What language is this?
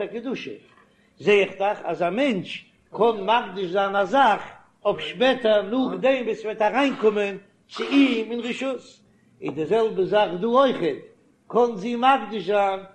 Yiddish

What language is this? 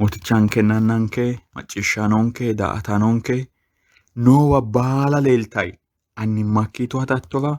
Sidamo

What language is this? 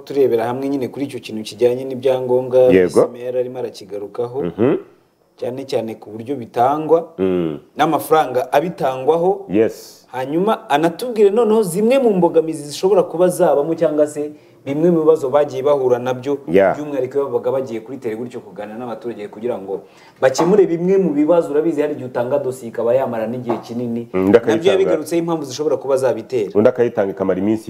Kinyarwanda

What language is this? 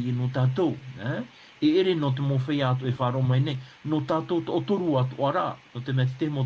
Tahitian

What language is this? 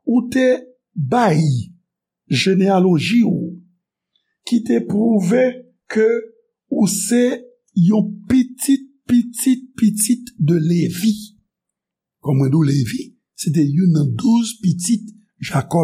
Haitian Creole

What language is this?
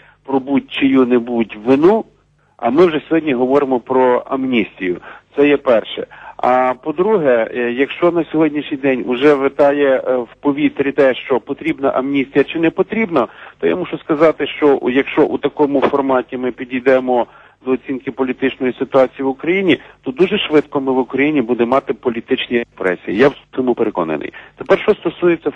Ukrainian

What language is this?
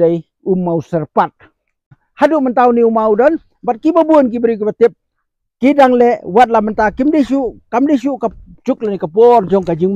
Khasi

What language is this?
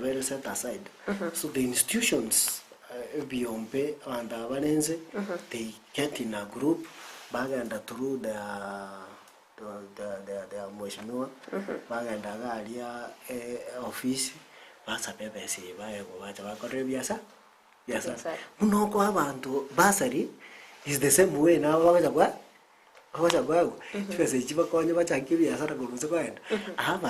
Gusii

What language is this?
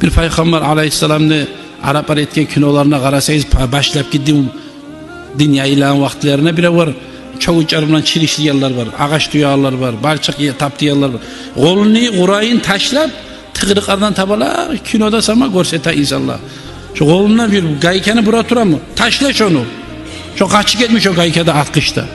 Kumyk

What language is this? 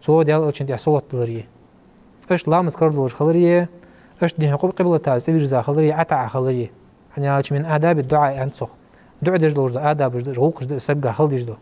Ingush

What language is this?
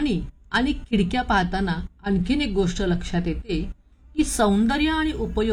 Marathi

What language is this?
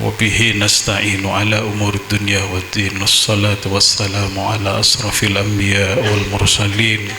Madurese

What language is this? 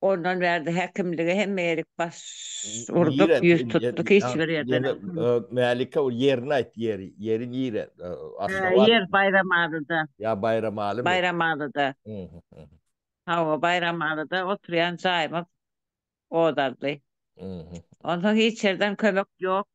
Turkmen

